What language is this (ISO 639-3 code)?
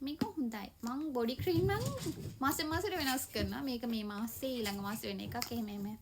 sin